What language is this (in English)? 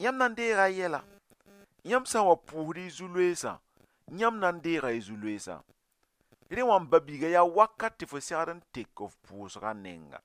Mossi